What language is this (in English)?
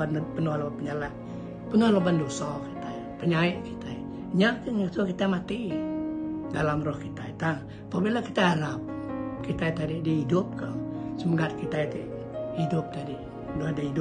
Iban